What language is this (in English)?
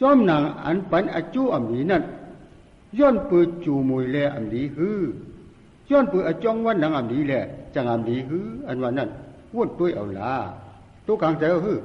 Shan